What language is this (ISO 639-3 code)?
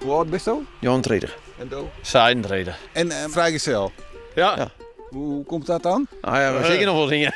fry